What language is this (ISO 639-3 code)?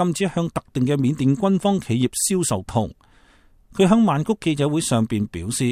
yue